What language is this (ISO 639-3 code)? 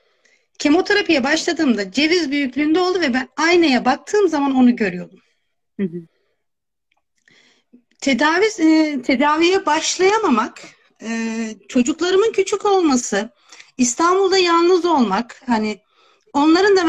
tur